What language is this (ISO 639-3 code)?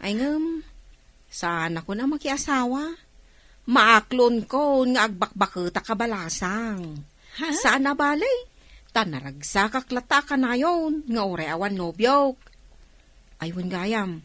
ilo